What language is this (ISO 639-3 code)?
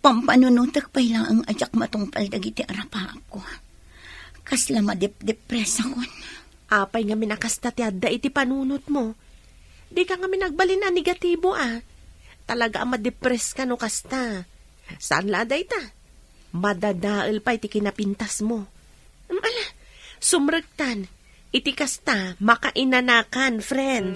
ilo